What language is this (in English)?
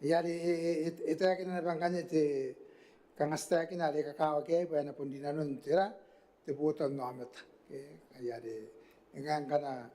Gilbertese